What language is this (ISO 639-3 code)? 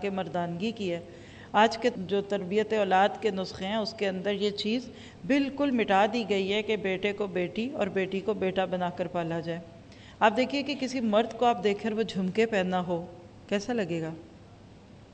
urd